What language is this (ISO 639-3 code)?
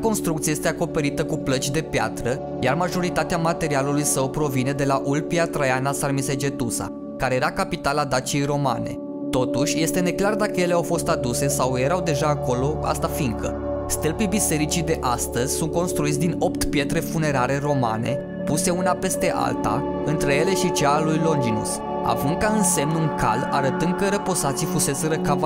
ron